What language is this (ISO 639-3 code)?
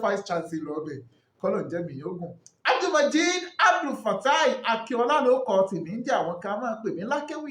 yor